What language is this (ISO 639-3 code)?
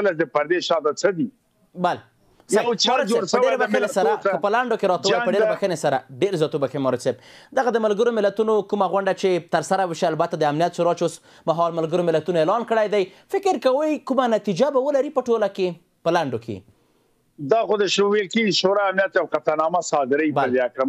pus